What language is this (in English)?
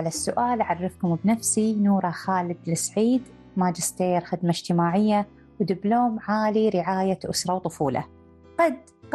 Gulf Arabic